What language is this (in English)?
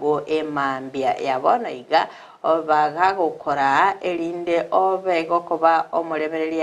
Gusii